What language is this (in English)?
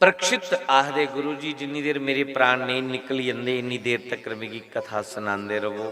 Dogri